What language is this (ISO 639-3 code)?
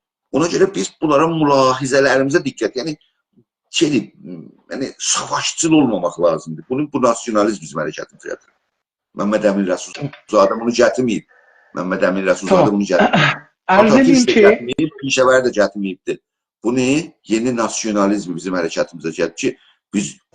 azb